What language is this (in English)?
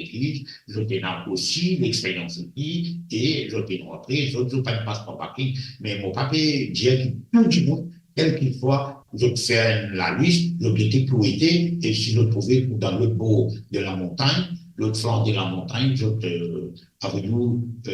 Morisyen